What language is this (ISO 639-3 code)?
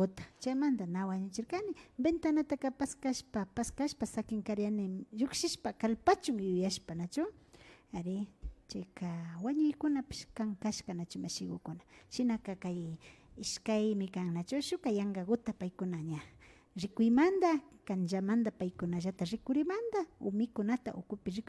qvi